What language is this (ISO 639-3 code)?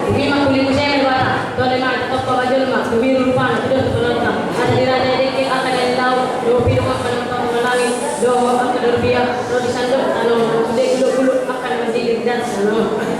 bbc